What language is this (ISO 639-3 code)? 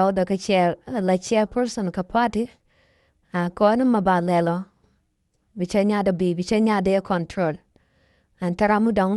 nus